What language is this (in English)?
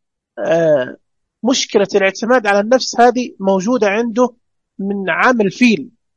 Najdi Arabic